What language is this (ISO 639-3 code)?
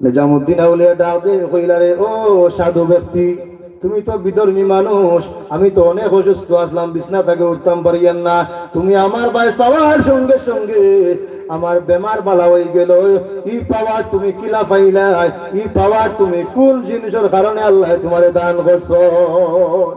syl